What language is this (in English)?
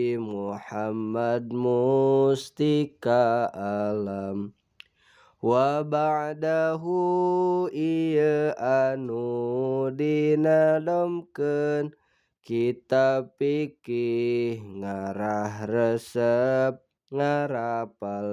Sundanese